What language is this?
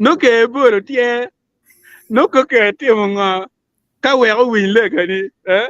Acoli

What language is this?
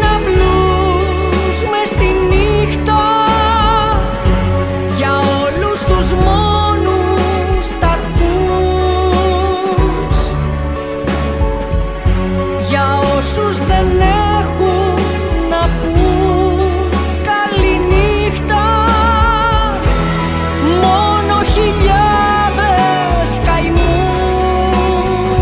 Greek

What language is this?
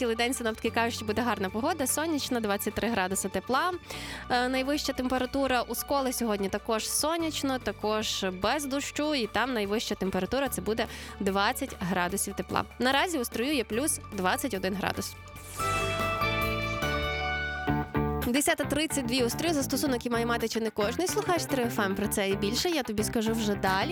Ukrainian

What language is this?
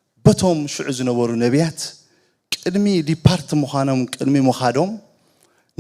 Tigrinya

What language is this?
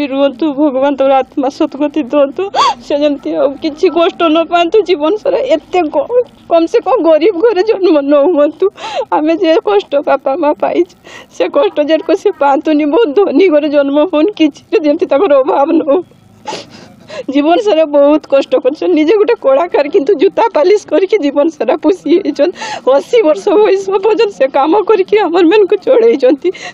Odia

